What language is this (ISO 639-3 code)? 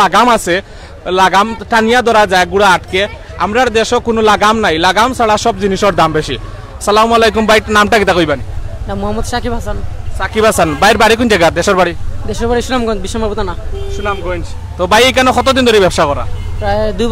syl